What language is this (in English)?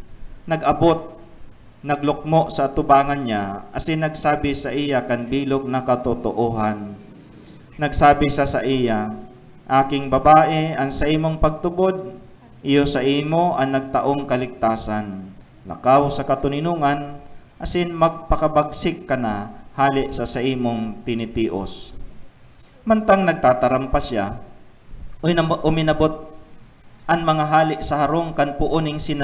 Bikol